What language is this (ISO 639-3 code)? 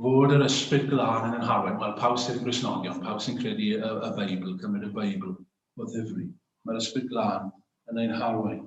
cym